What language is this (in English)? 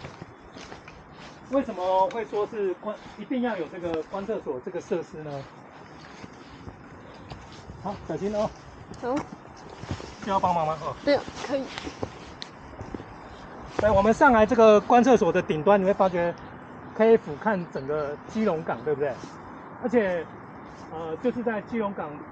Chinese